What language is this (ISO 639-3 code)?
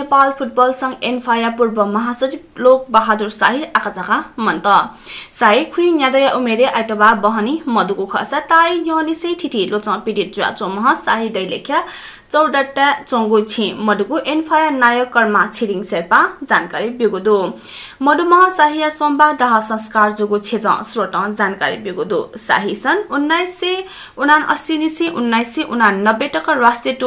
new